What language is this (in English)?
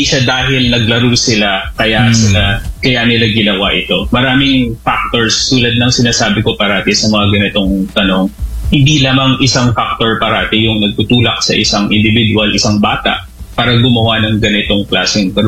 Filipino